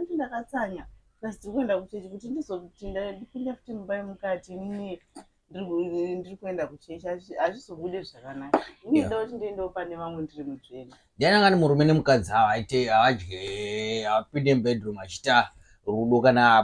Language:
Shona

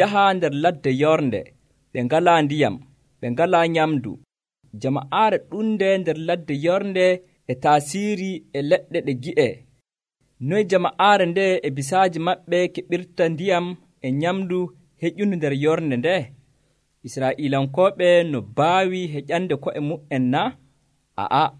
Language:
Nigerian Fulfulde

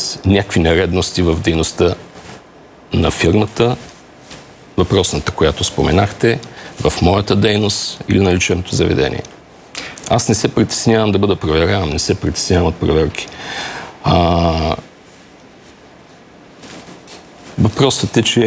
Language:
Bulgarian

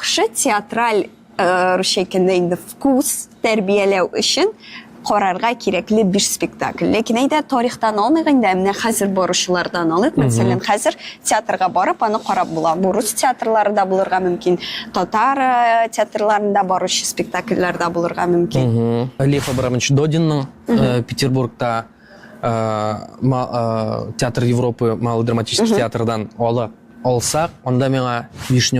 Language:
Tatar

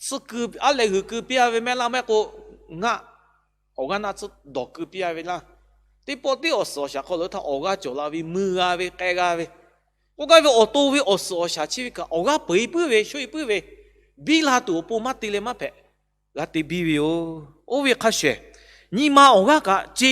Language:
Lahu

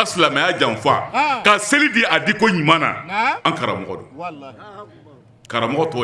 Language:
Bambara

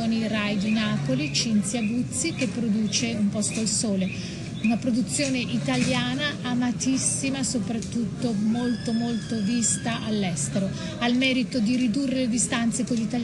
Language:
Italian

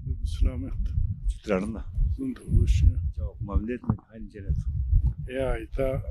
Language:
Zaza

